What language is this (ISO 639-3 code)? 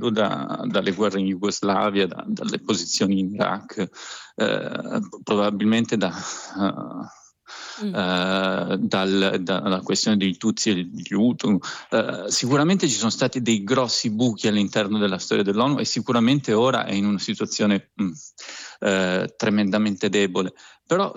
ita